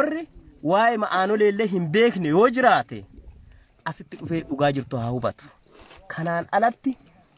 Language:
Oromo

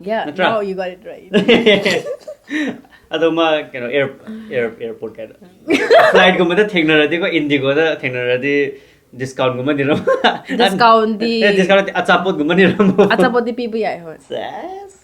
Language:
Manipuri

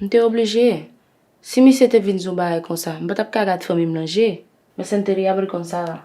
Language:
Haitian Creole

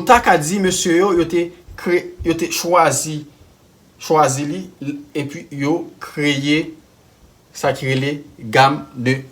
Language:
Haitian Creole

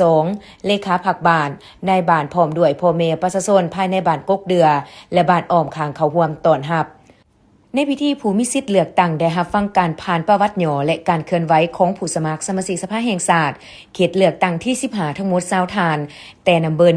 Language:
Lao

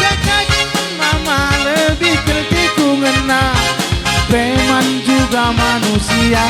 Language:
Batak Karo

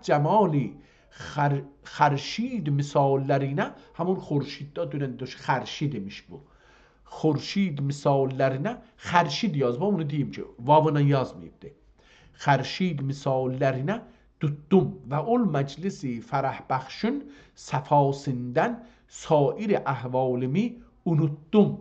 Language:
South Azerbaijani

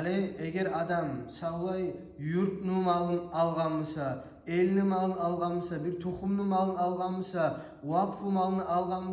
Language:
Kumyk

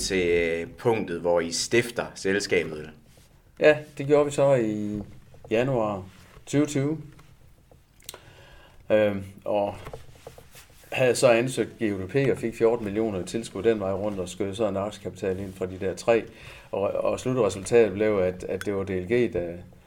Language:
Danish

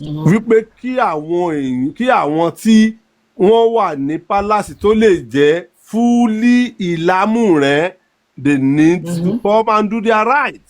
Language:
Yoruba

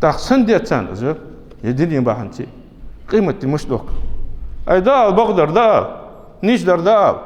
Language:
Ingush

